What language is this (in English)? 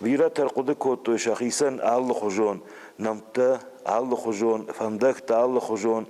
Ossetic